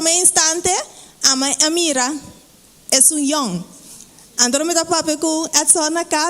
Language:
Papiamento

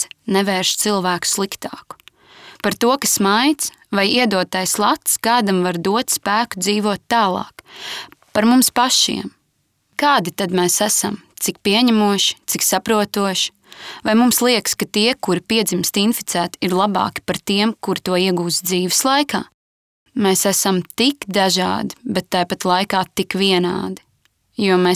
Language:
Latvian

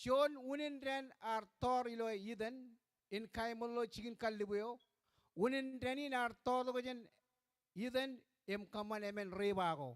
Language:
Marshallese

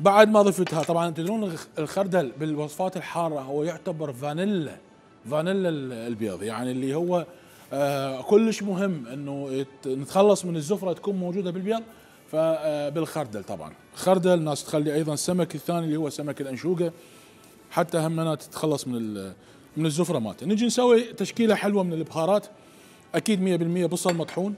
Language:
Mesopotamian Arabic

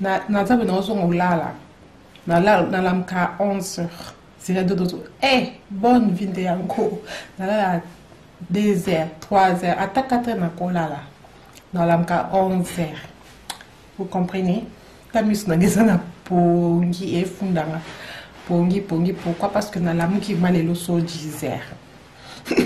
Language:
Lingala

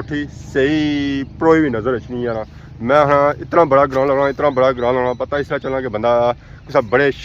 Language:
Pahari-Potwari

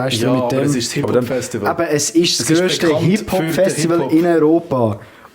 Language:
Swiss German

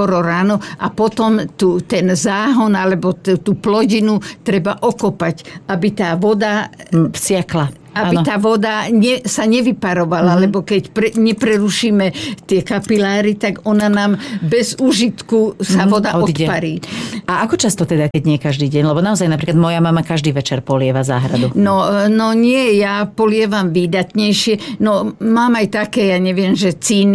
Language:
Slovak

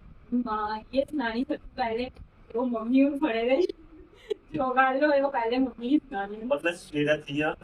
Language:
Dogri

